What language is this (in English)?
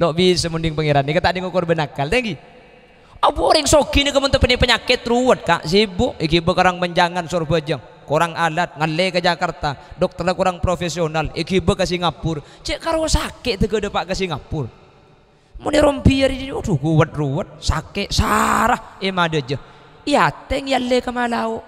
Madurese